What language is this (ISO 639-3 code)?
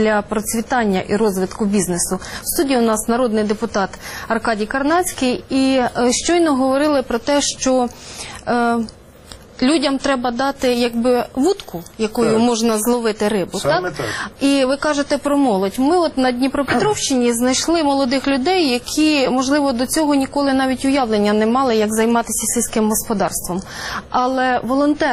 ukr